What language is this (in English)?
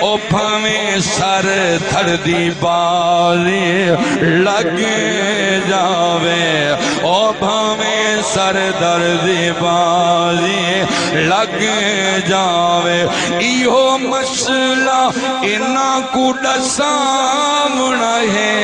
Saraiki